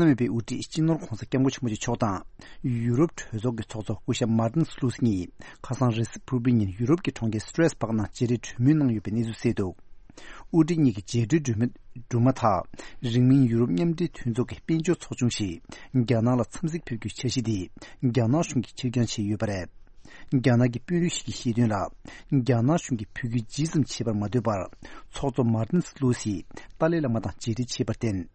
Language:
Tibetan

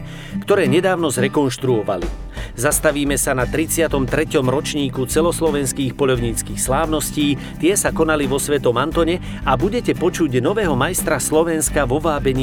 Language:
Slovak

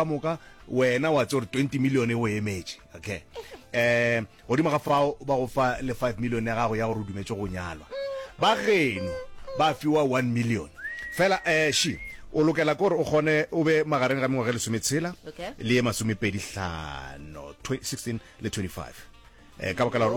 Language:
Northern Sotho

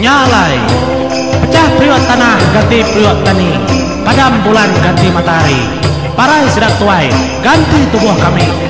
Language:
Iban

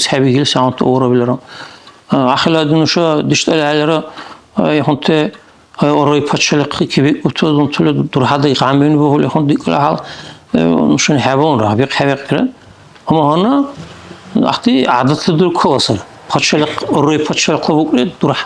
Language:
Dargwa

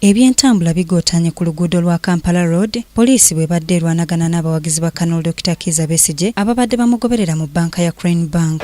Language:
Ganda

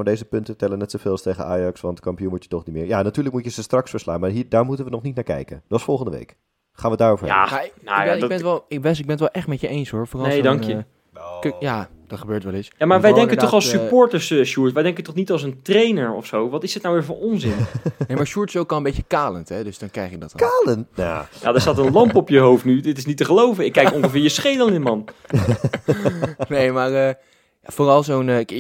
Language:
Dutch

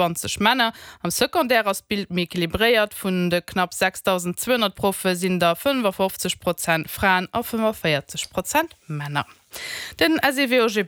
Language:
Luxembourgish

